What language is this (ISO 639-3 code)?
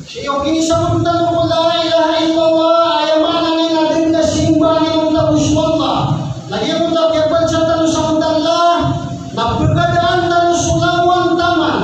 mrw